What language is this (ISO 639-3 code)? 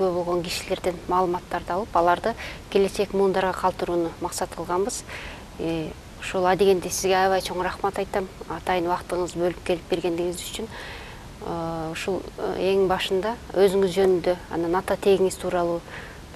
kir